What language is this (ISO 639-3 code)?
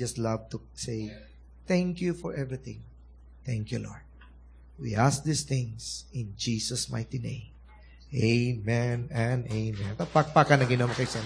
ceb